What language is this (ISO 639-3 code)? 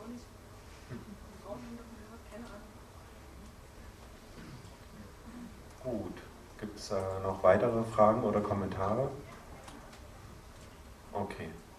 deu